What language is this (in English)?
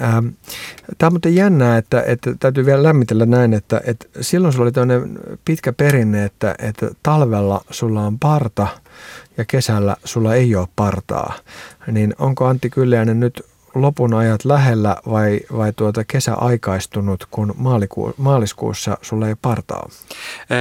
Finnish